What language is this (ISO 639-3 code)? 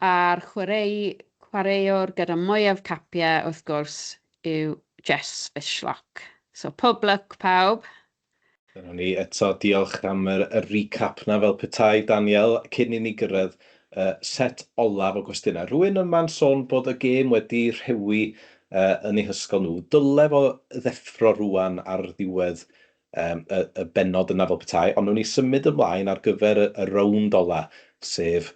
cym